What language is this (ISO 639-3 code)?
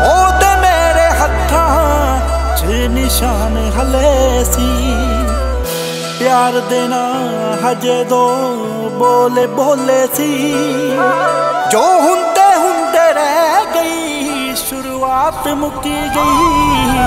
pan